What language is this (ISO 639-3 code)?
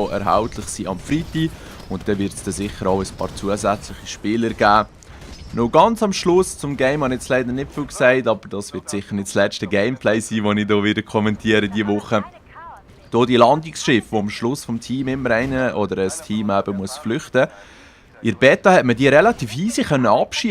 gsw